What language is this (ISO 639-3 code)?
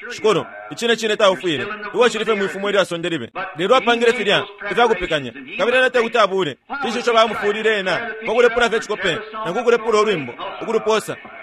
bem